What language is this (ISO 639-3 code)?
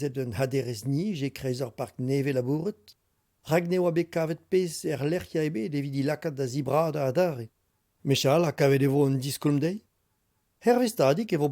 bre